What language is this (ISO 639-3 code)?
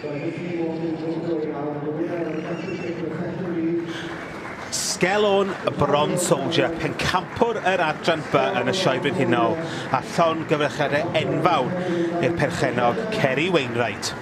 cym